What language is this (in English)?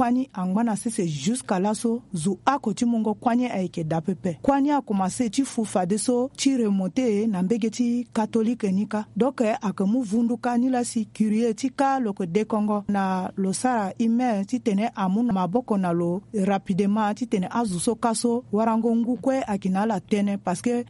Sango